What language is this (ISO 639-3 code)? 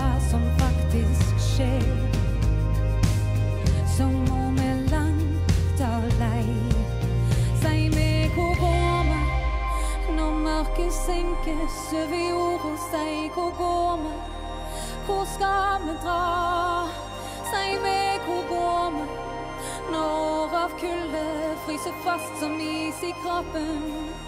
nor